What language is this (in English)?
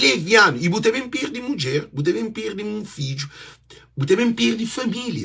Kabuverdianu